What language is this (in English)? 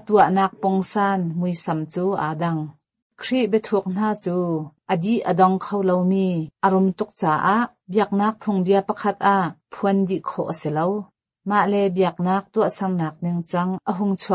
Hakha Chin